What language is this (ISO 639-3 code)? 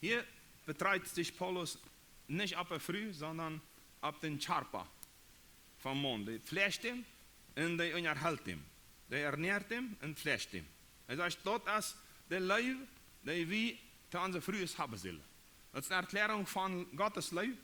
pdt